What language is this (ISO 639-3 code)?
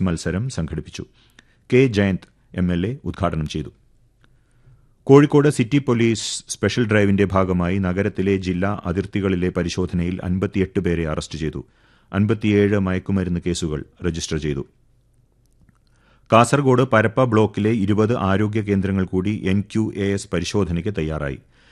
mal